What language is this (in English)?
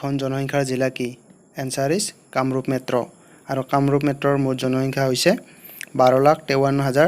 Assamese